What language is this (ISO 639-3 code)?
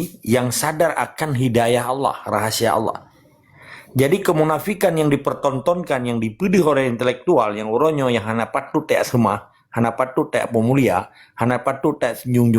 ace